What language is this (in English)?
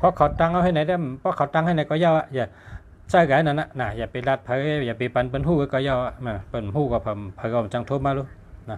Shan